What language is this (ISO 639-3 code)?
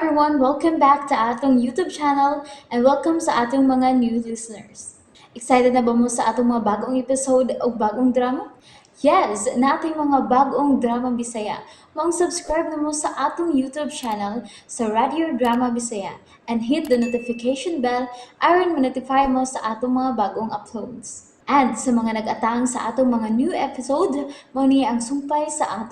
ceb